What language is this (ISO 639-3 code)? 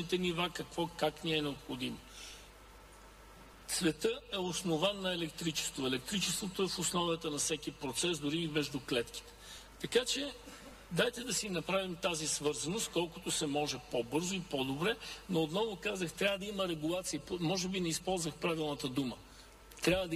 bul